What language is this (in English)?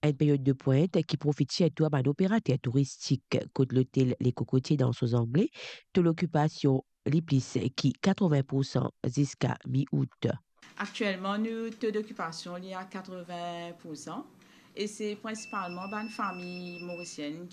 Morisyen